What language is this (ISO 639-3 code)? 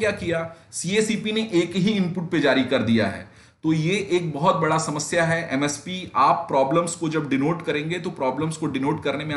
hin